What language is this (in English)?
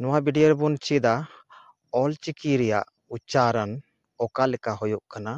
Santali